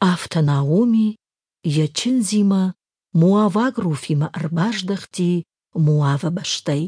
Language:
Ossetic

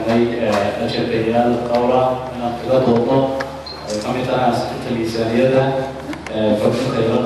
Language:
Somali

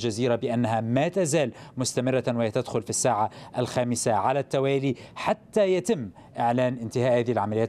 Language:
Arabic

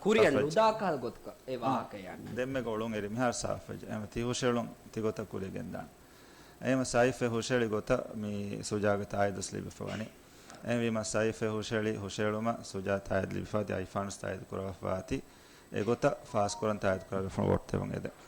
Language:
Divehi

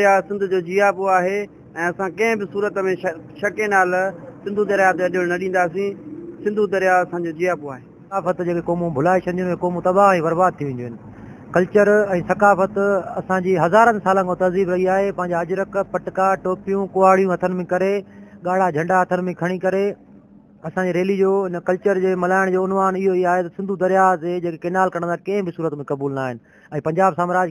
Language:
Sindhi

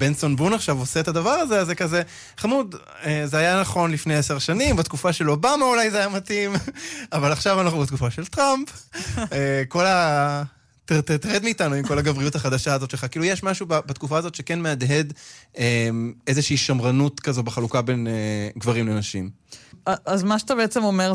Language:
Hebrew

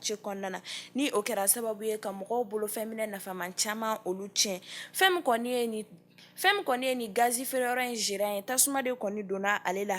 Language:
Bambara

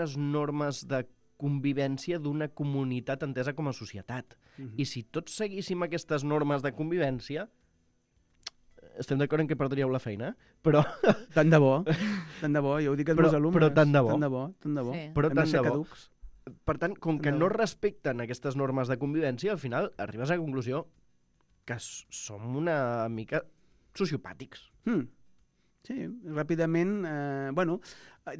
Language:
Catalan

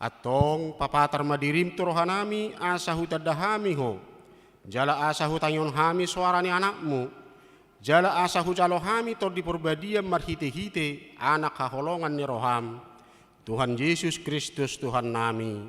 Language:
Batak Toba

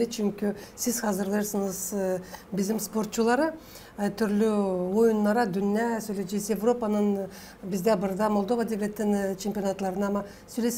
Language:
Gagauz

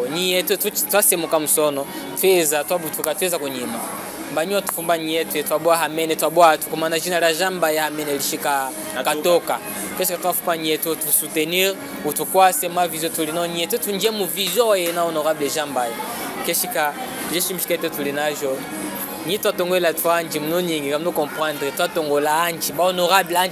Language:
Chokwe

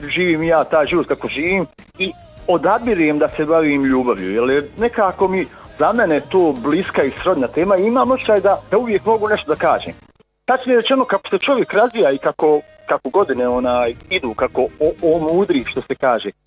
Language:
Bosnian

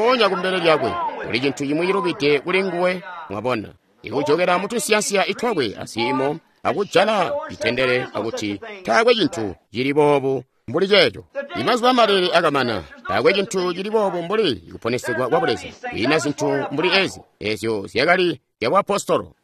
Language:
Tonga (Zambia)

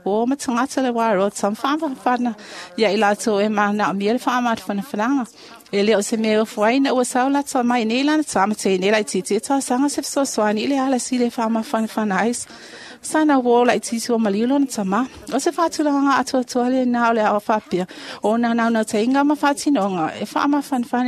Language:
Samoan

